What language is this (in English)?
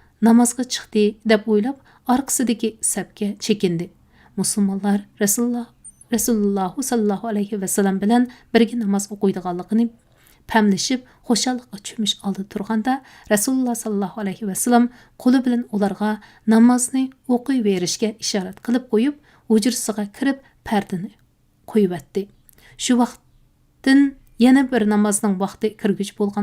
Uyghur